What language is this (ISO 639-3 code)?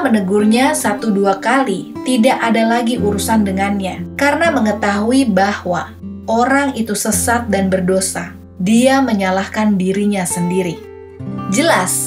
ind